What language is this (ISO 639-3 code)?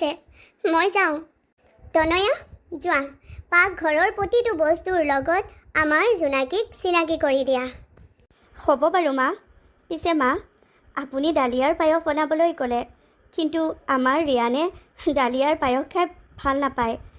asm